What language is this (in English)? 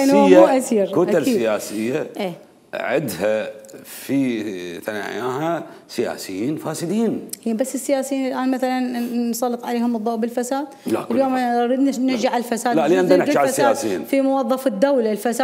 Mesopotamian Arabic